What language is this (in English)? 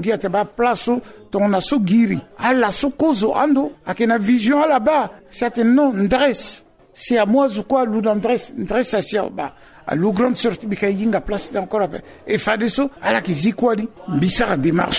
Sango